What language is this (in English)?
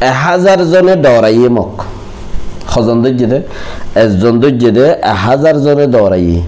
Rohingya